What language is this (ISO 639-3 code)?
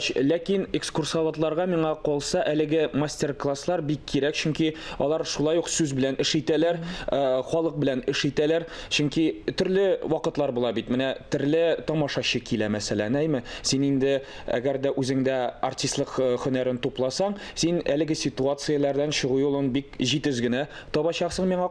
tat